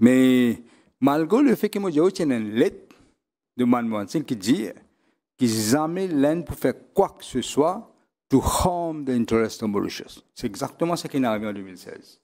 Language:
Morisyen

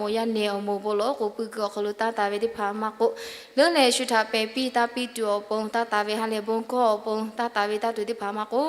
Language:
Lahu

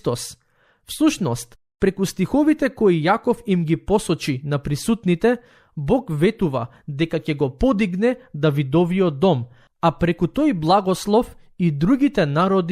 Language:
Macedonian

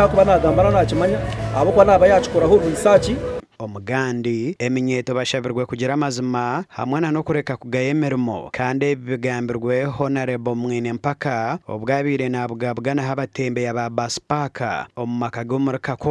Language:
Nyankole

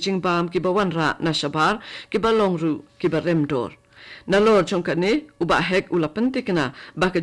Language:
Khasi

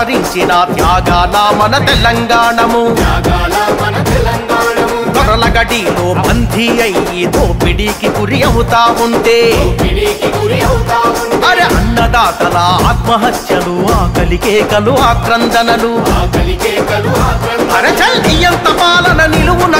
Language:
Telugu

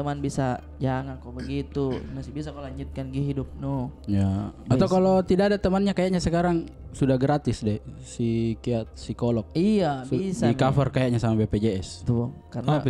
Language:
Makassar Malay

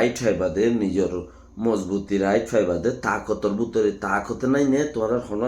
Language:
Rohingya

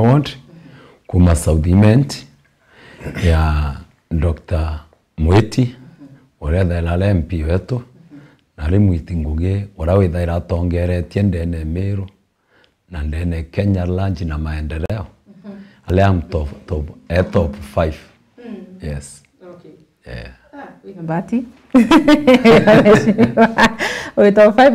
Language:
Meru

